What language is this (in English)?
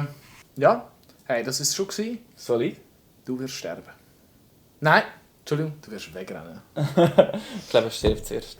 Swiss German